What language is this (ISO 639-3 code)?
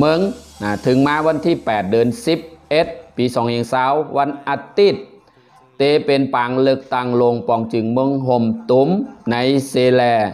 shn